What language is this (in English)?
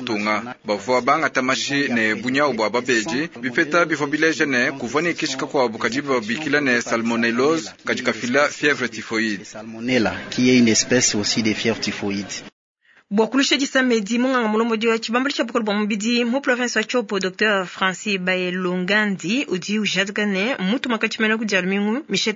Luba-Lulua